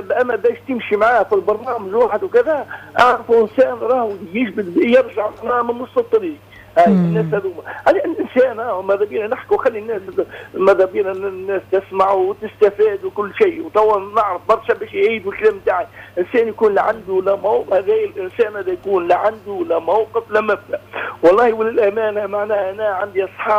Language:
Tunisian Arabic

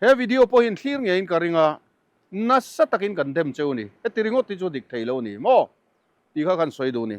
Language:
Mizo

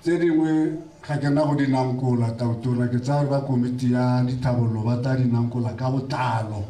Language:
Tswana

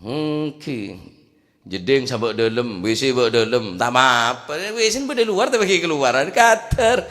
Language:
Madurese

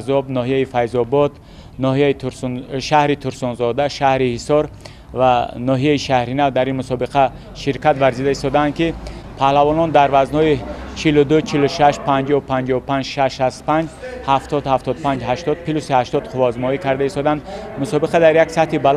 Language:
Tajik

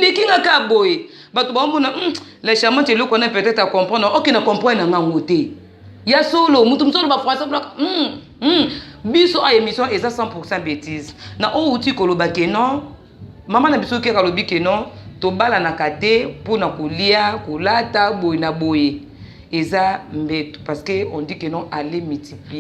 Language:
Lingala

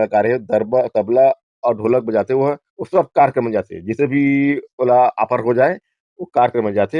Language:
Chhattisgarhi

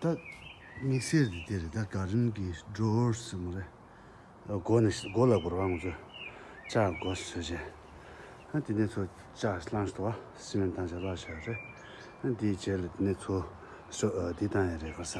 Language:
Tibetan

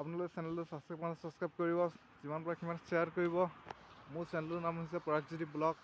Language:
Assamese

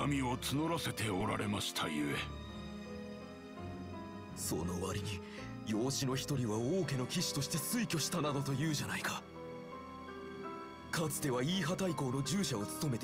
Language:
Japanese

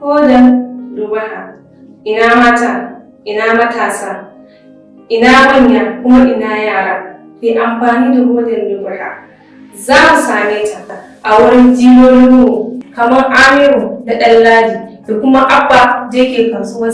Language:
Hausa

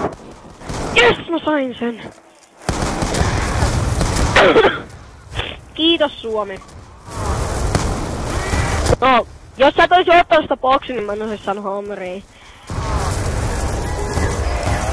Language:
Finnish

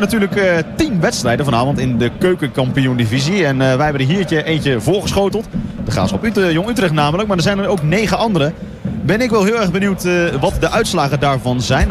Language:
Dutch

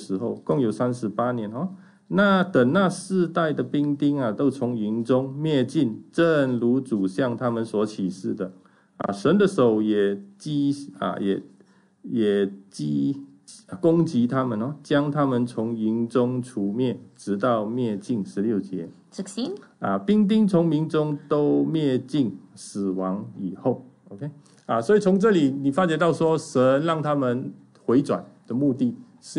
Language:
Chinese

